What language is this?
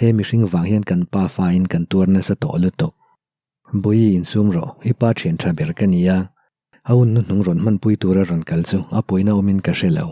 Mizo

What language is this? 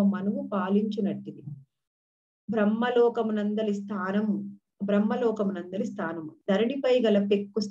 Telugu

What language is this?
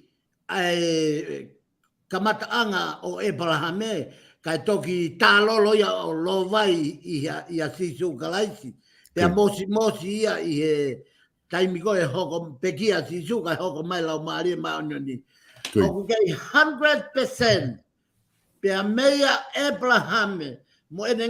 Tongan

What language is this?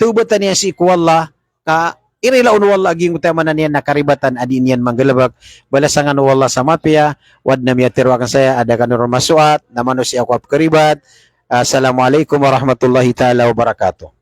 Maranao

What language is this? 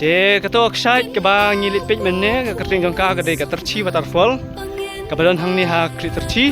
Khasi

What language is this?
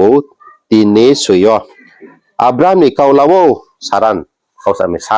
Riang (India)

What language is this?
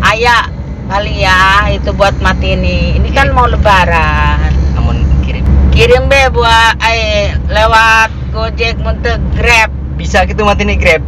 Sundanese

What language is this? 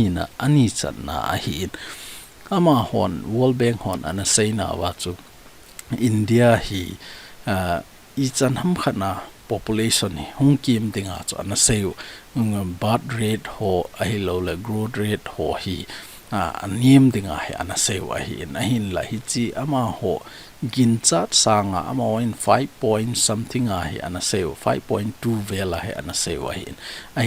Thado Chin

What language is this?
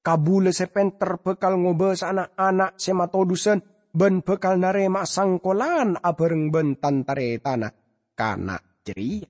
Madurese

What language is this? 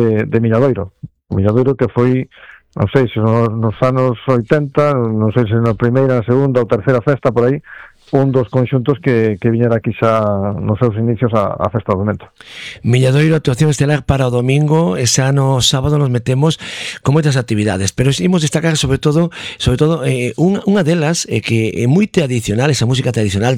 Galician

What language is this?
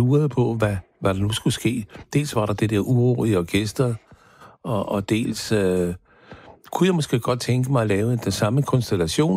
Danish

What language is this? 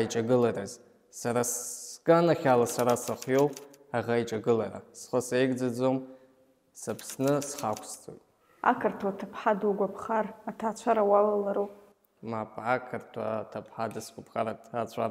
Abkhazian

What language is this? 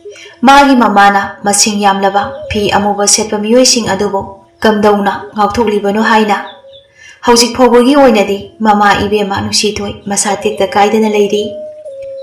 Manipuri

